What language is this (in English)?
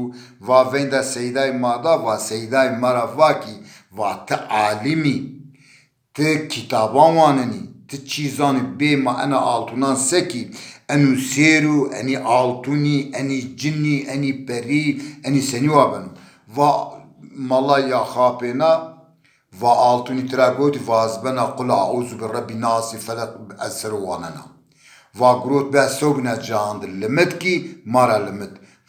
Zaza